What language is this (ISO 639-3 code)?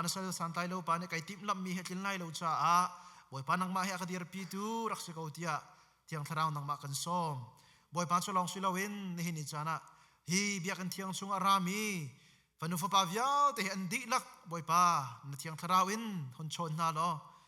cnh